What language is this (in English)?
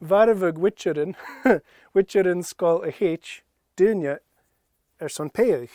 Scottish Gaelic